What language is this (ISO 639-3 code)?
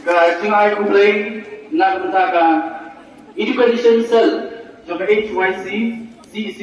kha